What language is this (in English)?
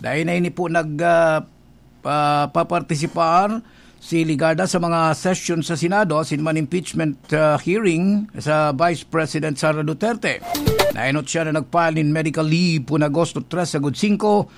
Bikol